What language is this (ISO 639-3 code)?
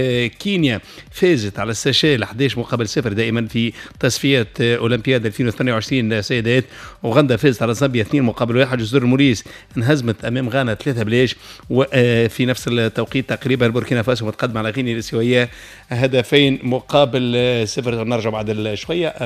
aeb